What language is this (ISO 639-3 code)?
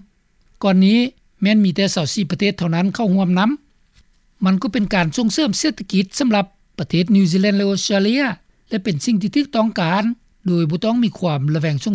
lao